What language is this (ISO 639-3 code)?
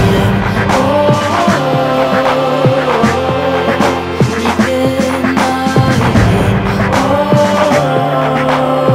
dan